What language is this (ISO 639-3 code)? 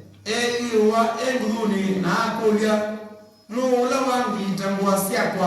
kam